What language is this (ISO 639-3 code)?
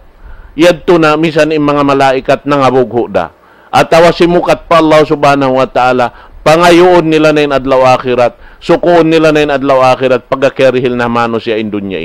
tsg